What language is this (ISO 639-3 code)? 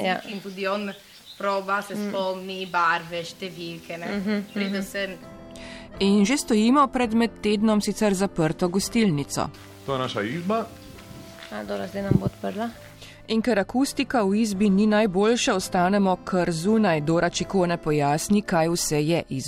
slv